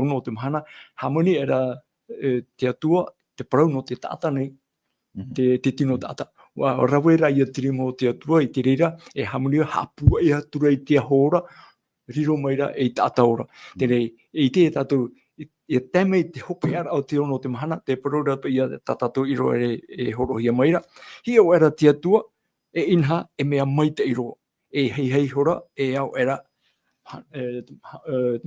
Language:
Tahitian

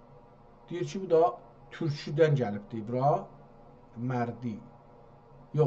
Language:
South Azerbaijani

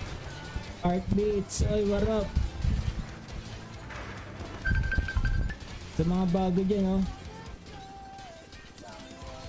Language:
Filipino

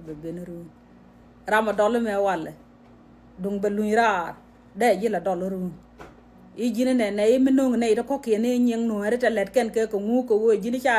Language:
Nuer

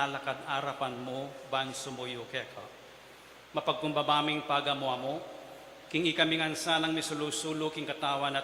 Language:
Pampanga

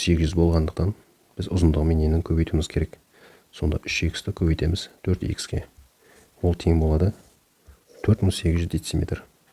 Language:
Kazakh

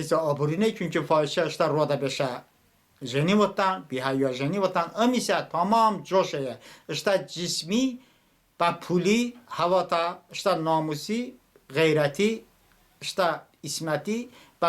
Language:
Talysh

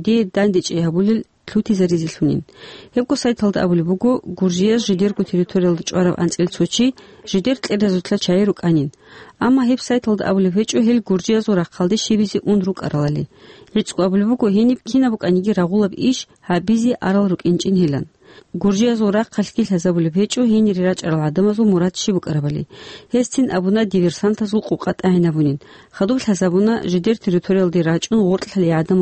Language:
Avaric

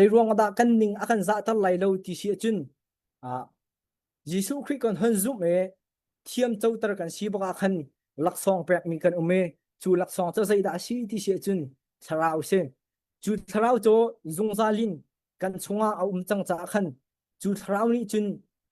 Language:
Hakha Chin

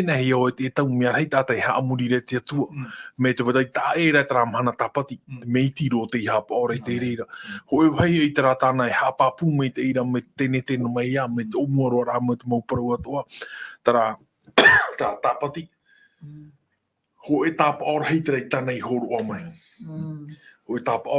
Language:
Tahitian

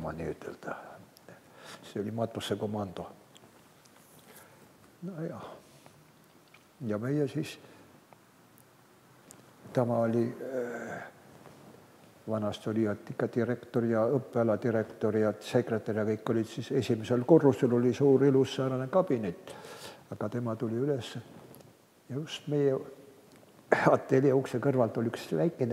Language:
Estonian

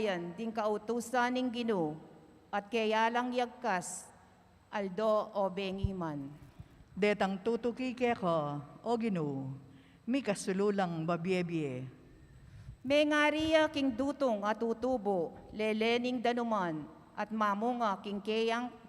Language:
Pampanga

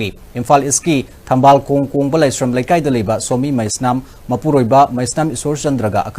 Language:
Manipuri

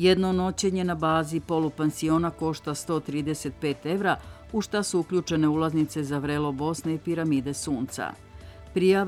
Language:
Serbian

